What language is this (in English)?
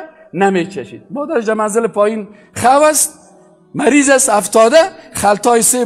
Persian